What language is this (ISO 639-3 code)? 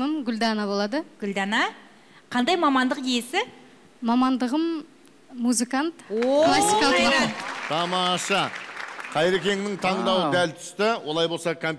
kaz